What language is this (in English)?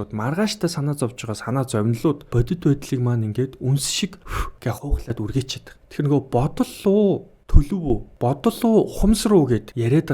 Mongolian